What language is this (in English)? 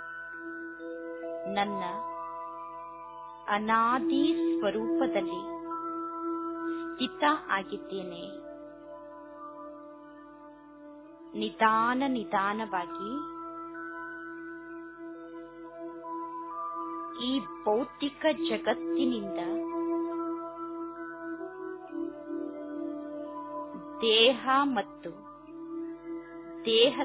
Kannada